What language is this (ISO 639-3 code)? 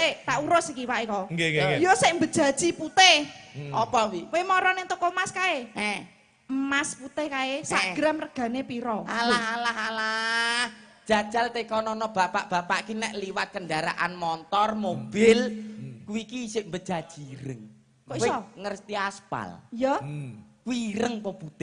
jav